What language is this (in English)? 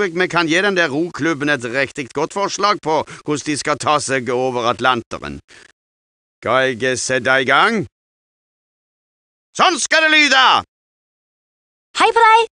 Norwegian